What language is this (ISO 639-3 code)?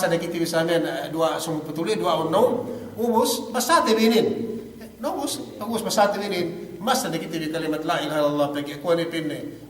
yka